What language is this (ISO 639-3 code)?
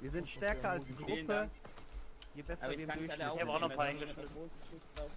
gsw